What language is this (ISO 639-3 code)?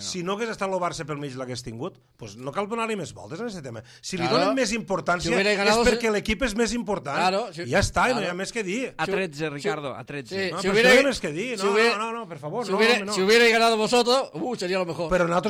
cat